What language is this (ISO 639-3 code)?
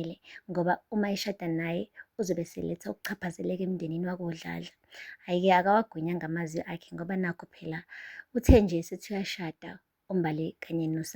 zul